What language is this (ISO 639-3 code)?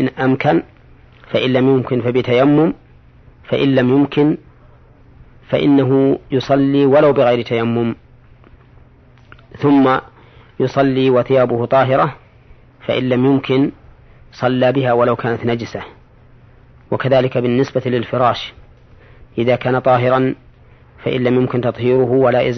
ara